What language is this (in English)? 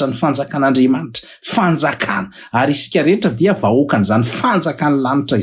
Malagasy